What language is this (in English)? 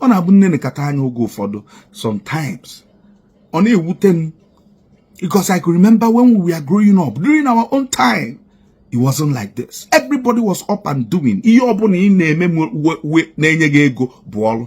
Igbo